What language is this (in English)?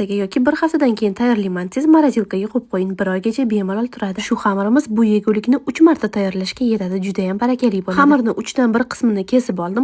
Uzbek